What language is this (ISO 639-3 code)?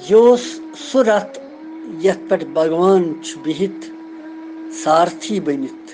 kas